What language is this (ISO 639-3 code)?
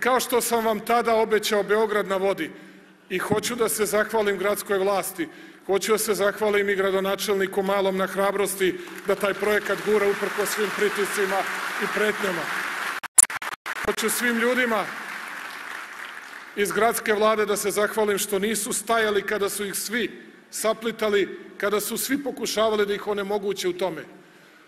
srp